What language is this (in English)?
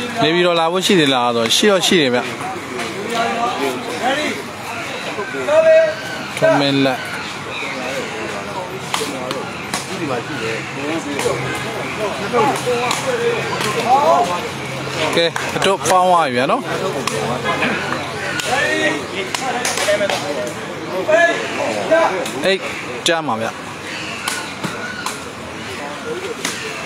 Burmese